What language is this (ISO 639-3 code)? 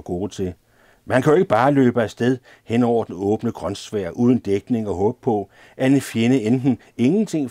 dan